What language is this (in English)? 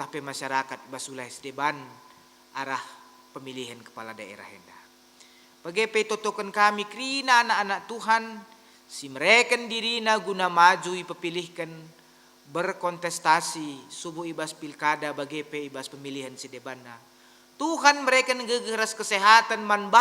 Batak Karo